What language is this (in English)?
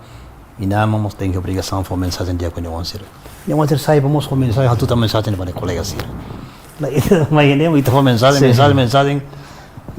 Tetum